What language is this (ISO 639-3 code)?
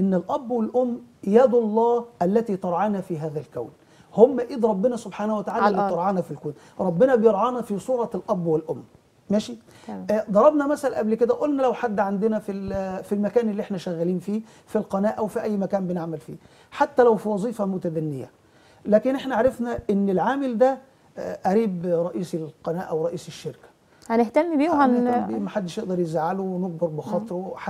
arz